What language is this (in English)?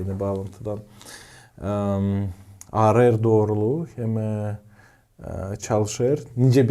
Gagauz